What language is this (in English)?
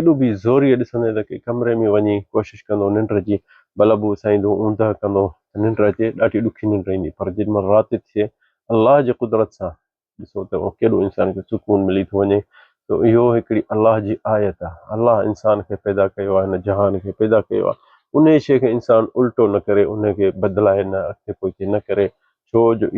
Sindhi